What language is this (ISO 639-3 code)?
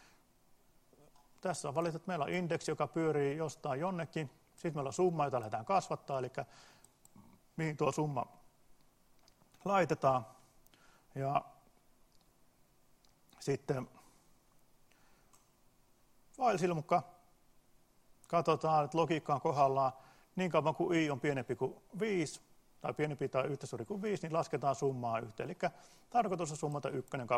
fin